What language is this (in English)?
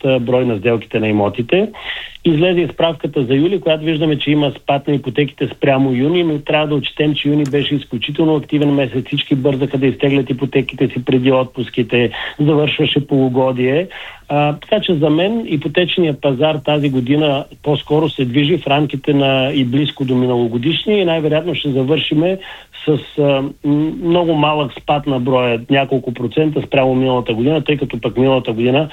Bulgarian